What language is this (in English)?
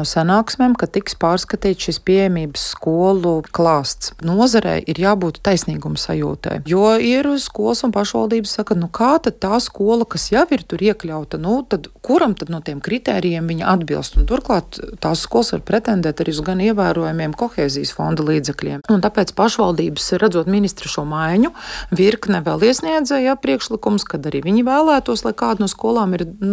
Latvian